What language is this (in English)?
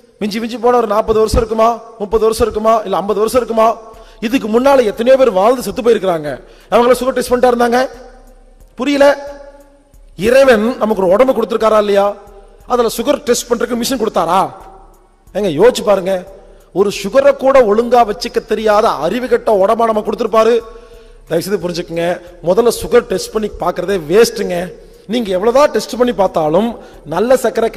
Tamil